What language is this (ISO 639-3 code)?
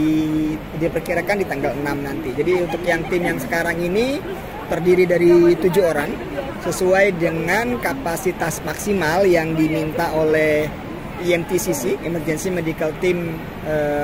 ind